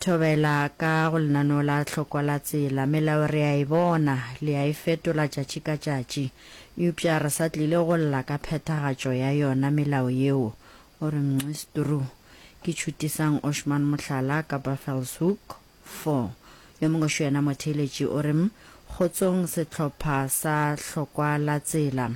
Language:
Northern Sotho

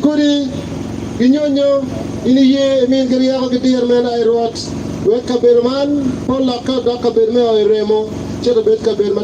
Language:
Acoli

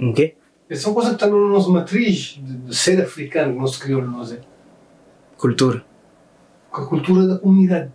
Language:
Kabuverdianu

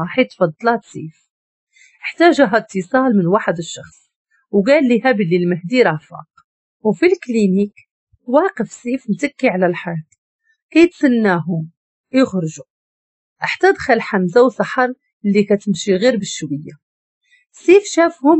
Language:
Moroccan Arabic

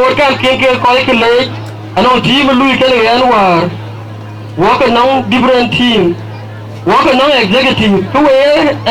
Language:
Dinka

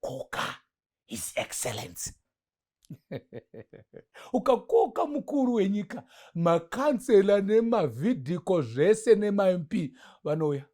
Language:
Shona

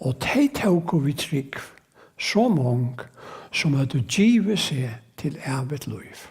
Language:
Faroese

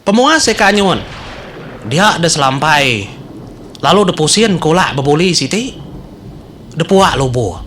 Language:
Iban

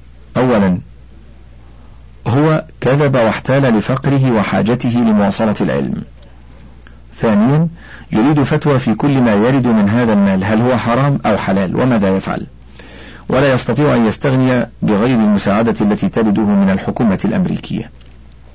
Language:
Arabic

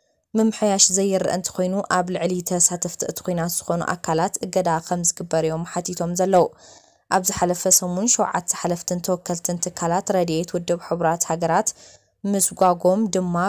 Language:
Tigrinya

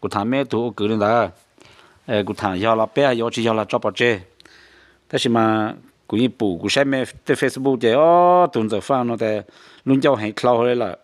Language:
Hmong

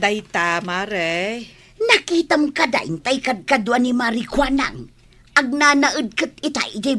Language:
Iloko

